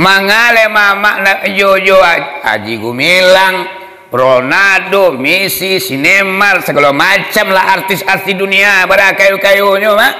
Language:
Minangkabau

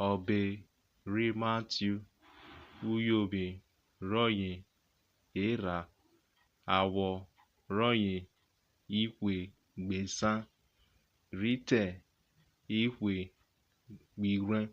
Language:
Urhobo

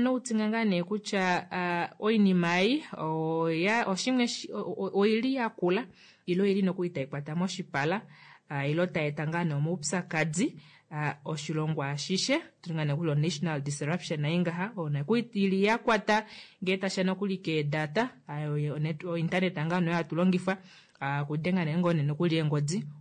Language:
Kuanyama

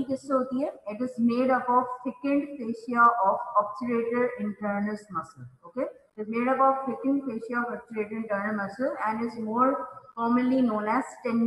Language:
Hindi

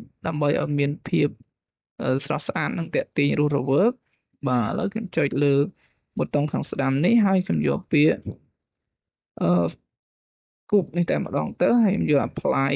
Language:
Khmer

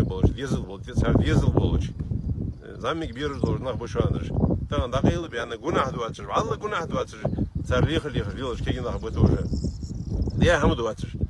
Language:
Ingush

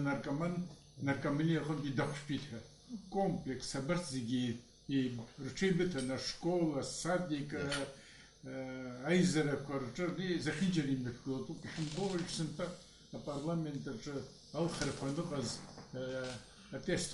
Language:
Abkhazian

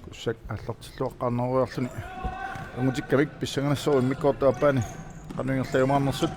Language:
Kalaallisut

